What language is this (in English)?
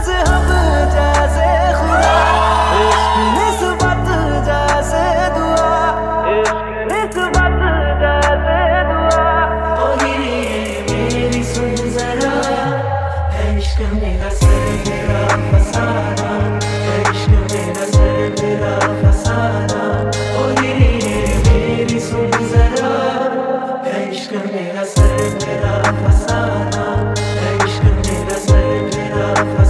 Hindi